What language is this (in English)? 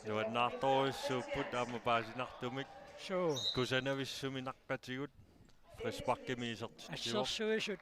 Kalaallisut